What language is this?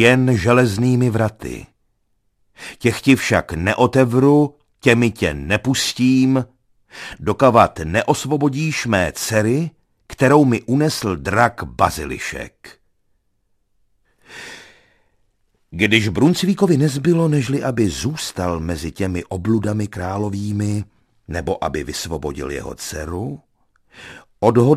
Czech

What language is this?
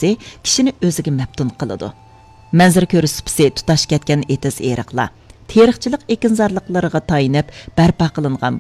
Uyghur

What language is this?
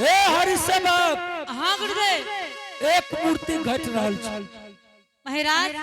Angika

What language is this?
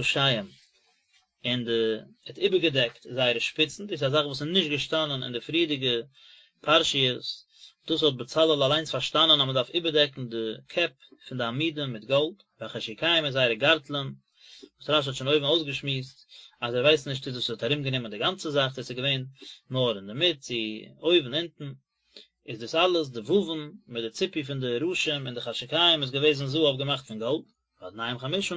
Yiddish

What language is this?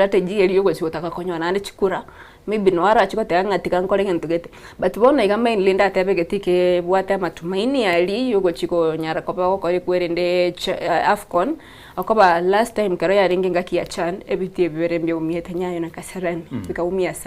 Gusii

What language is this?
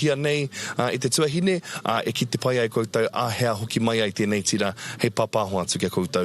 Māori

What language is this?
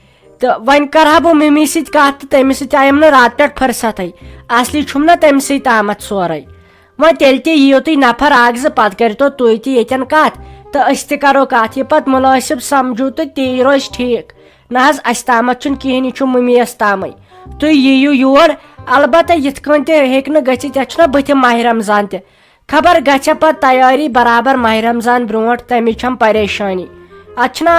Kashmiri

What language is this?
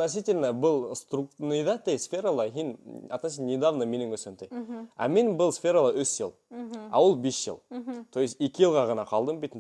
Bashkir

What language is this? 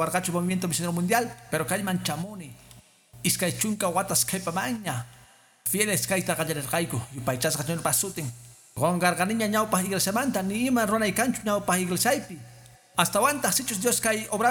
Quechua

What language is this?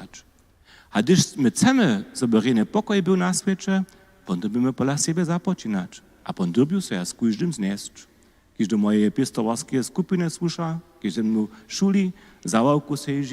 Upper Sorbian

